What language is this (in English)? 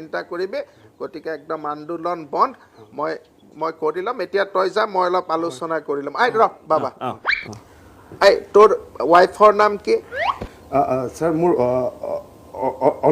Assamese